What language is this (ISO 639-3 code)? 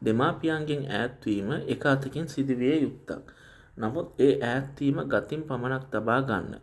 sin